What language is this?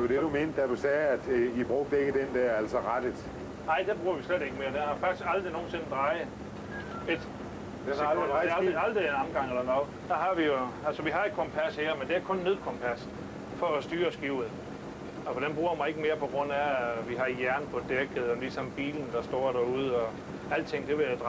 Danish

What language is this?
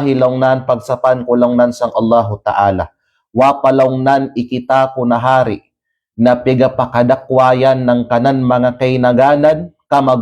Kalagan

